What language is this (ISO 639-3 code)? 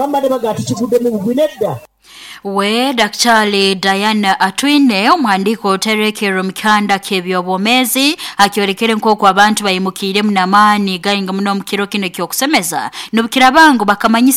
nyo